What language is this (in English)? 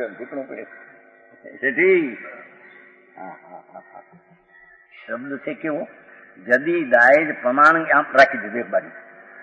Gujarati